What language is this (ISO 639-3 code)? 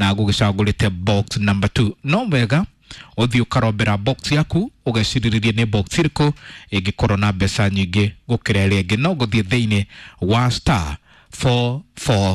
kik